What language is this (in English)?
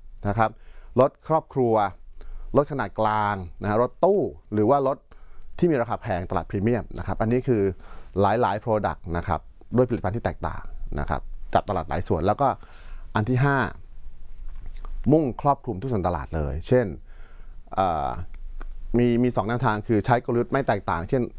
Thai